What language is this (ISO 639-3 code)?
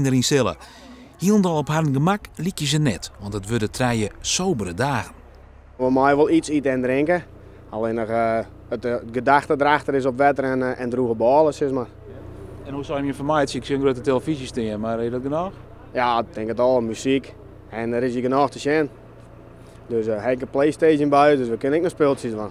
fry